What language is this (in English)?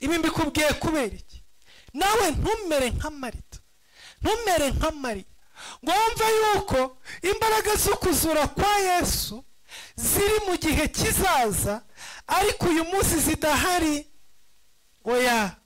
Kinyarwanda